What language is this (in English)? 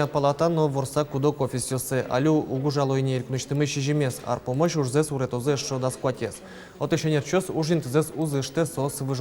Udmurt